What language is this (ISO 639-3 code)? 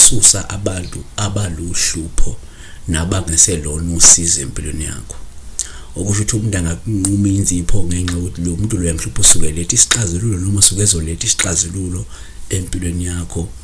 zul